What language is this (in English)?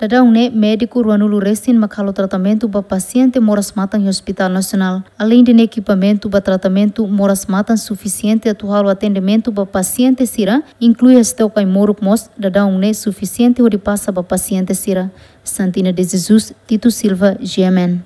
Tetum